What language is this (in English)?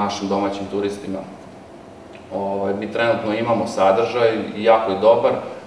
Serbian